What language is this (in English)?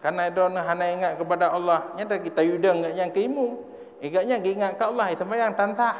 Achinese